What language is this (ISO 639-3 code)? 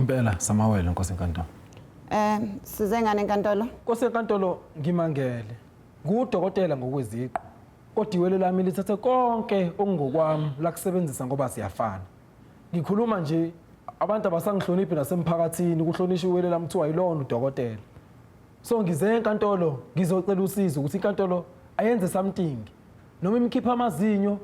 zul